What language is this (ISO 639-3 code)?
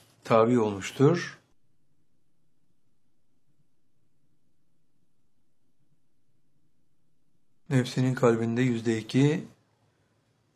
tur